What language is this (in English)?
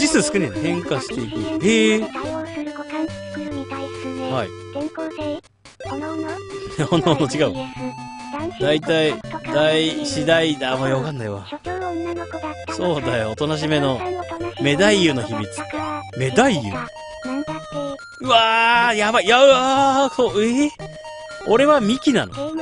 Japanese